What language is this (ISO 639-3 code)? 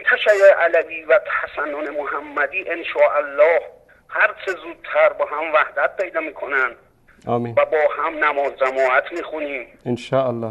fas